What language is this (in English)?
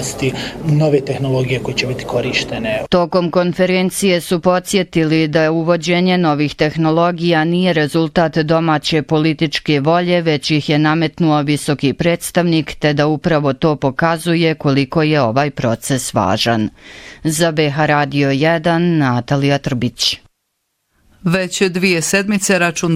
Bosnian